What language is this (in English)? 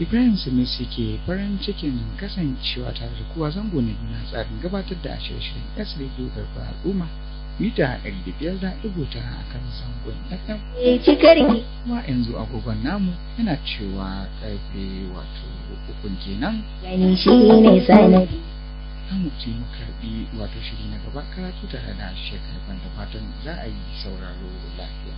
Hausa